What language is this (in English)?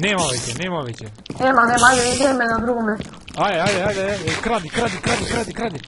Macedonian